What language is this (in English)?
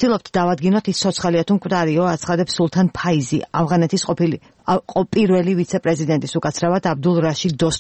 Georgian